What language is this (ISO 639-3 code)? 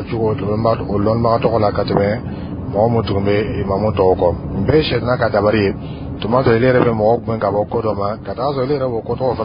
dyu